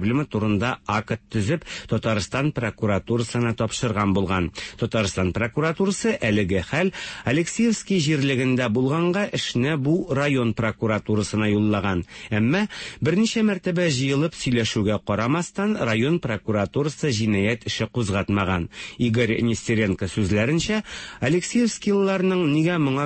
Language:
Tatar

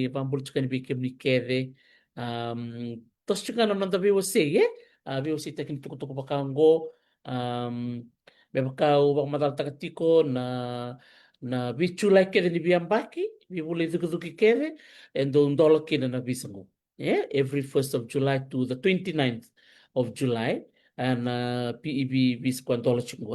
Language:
Fijian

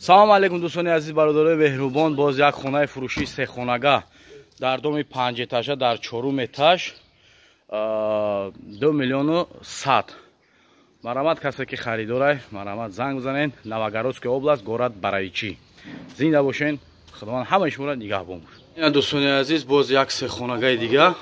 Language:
Tajik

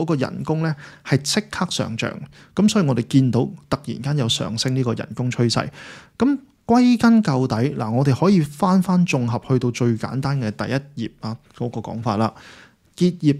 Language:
Cantonese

